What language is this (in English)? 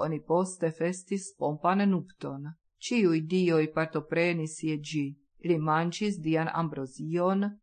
Esperanto